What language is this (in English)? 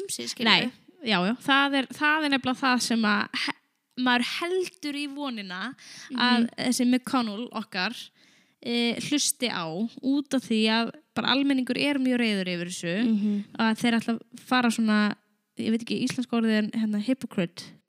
Icelandic